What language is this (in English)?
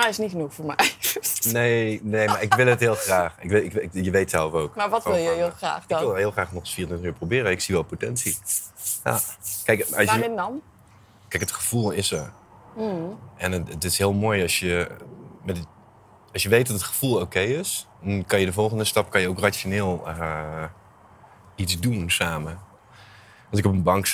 Dutch